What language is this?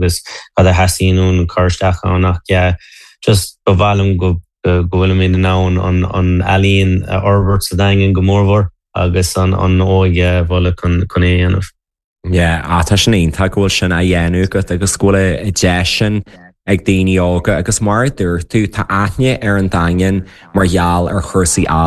Irish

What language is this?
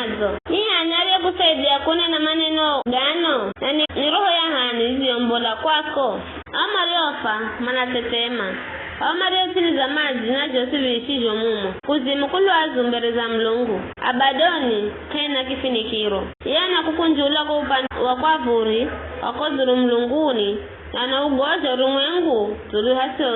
Giryama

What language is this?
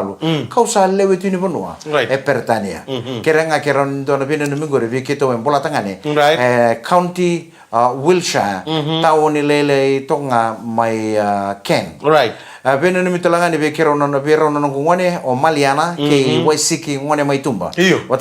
Fijian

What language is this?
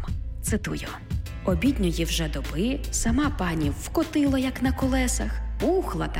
Ukrainian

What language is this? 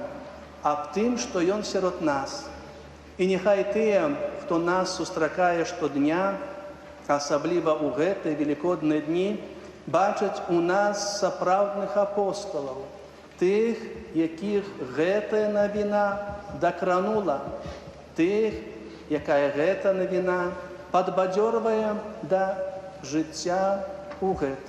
Belarusian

